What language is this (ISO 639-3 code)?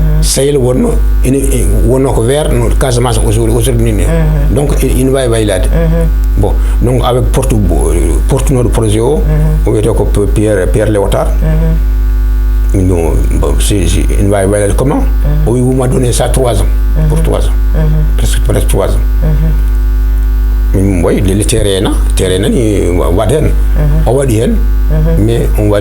ful